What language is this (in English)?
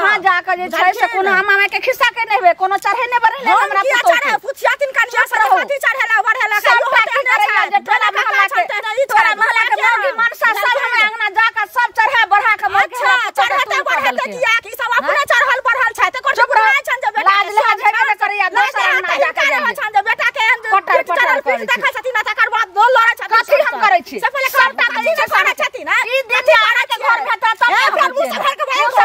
Maithili